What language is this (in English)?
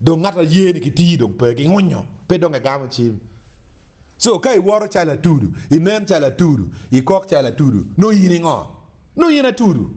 Acoli